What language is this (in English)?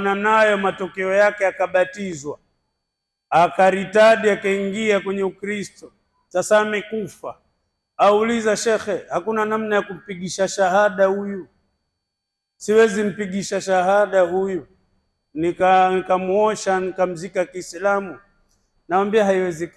Swahili